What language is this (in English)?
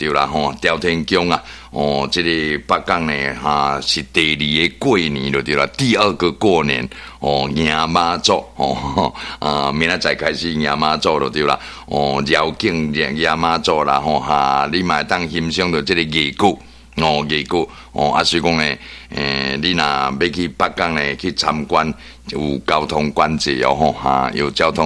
Min Nan Chinese